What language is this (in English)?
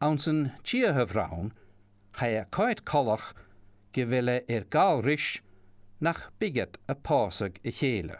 Scottish Gaelic